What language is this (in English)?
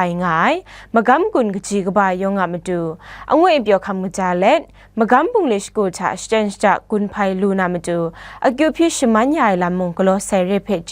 Kachin